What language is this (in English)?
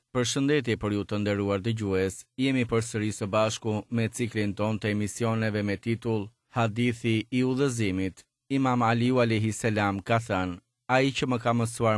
Albanian